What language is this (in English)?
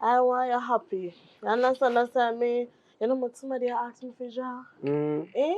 Jamaican Creole English